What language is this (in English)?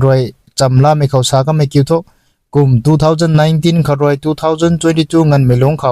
Rongmei Naga